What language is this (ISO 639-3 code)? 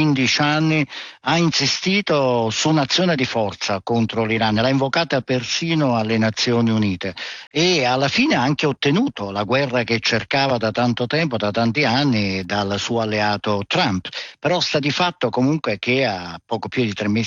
ita